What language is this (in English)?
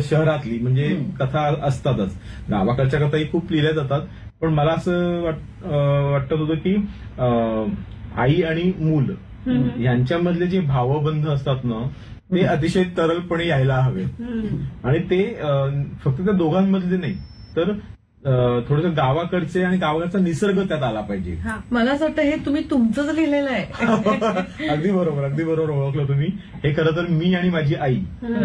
Marathi